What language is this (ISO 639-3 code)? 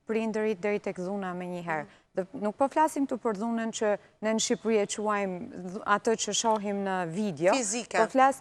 sqi